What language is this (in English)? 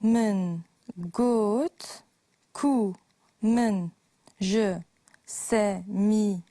Kurdish